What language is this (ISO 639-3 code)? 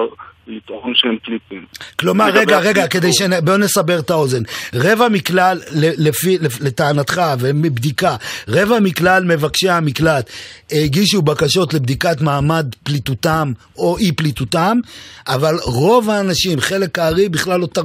heb